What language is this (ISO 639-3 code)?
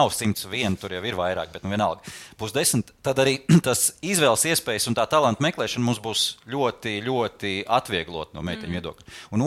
lav